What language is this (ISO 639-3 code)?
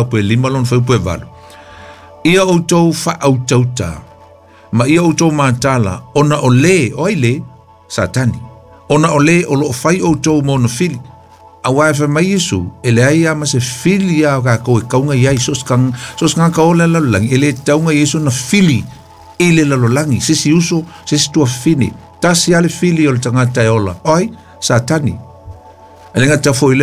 smo